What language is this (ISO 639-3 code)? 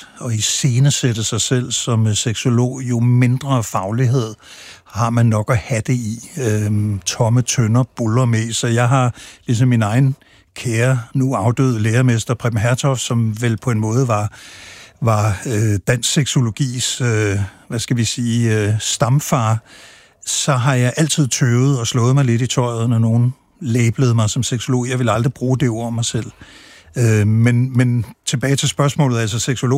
dan